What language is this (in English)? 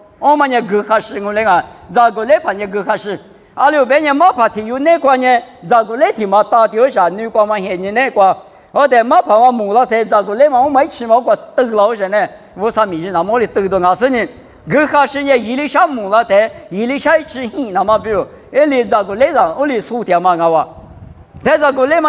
Lisu